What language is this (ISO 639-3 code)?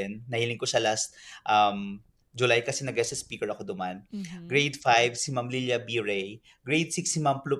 bik